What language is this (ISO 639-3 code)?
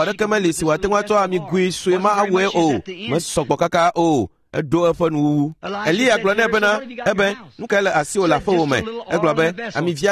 ewe